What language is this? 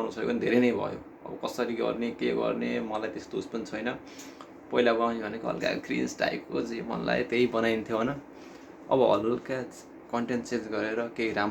Nepali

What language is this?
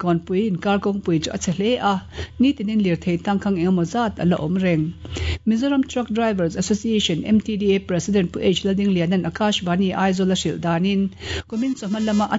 Mizo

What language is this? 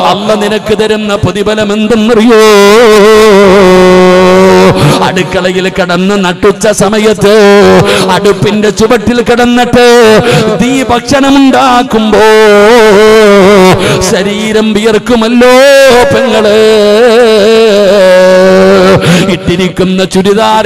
Malayalam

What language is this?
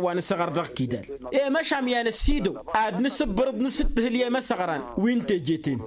Tamasheq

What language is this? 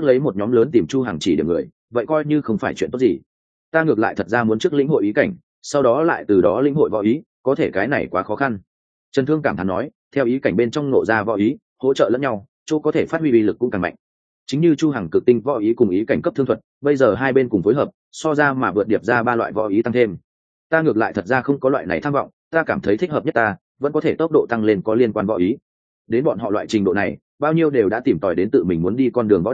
Vietnamese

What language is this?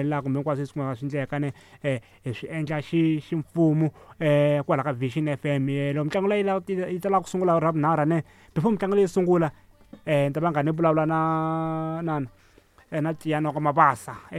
Tsonga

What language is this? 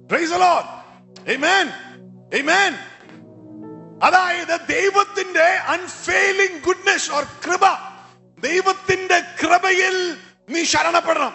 Malayalam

